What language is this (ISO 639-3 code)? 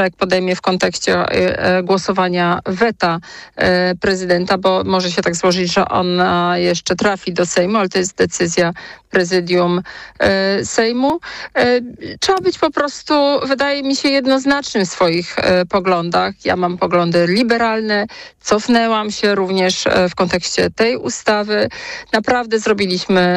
pol